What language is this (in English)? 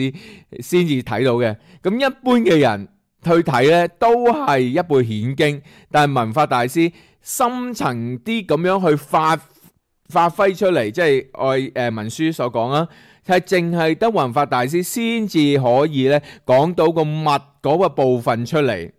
Cantonese